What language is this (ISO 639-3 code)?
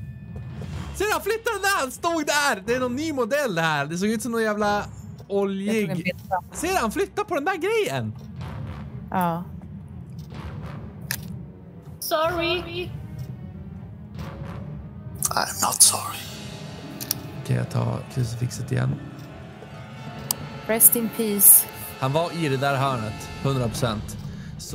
swe